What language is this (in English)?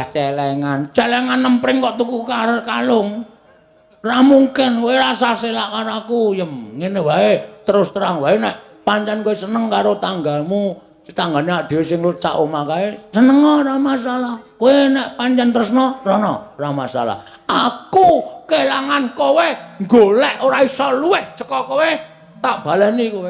Javanese